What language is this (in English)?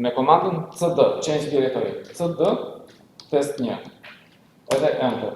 Albanian